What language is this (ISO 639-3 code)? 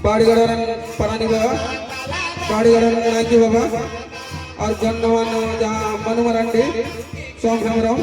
sat